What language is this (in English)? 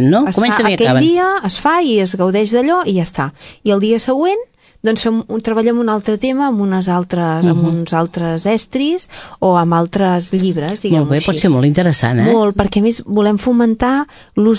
Catalan